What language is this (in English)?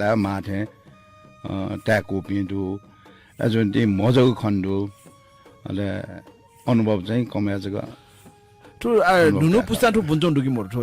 Newari